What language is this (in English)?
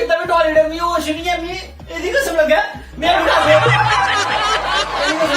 Dogri